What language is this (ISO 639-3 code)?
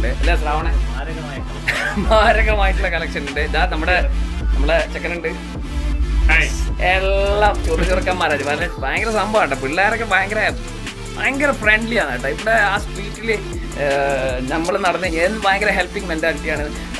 mal